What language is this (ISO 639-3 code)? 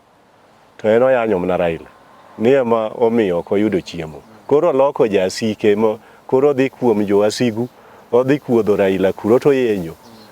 luo